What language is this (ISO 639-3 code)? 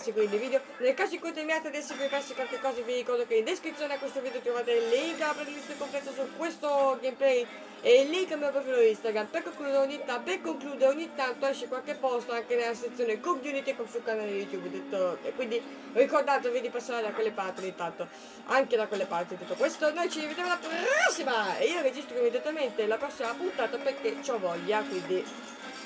ita